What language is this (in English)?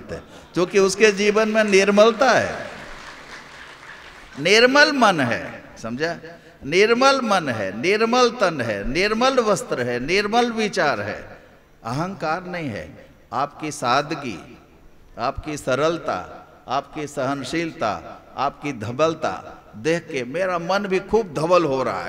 Hindi